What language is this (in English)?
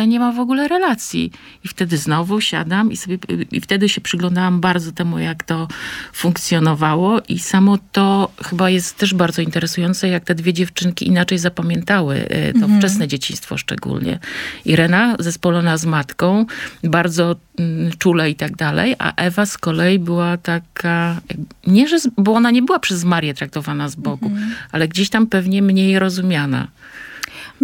Polish